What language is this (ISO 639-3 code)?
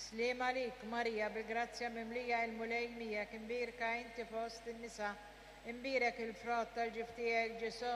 mlt